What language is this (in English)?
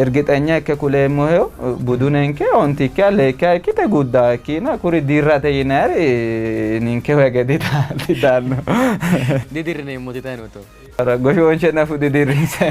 Sidamo